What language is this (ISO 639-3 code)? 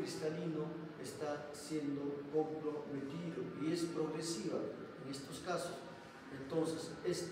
spa